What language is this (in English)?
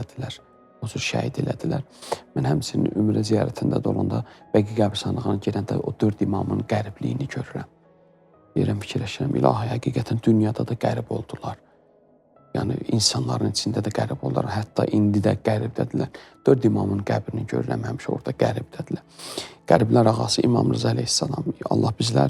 Azerbaijani